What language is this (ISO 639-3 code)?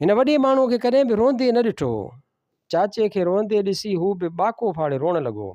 snd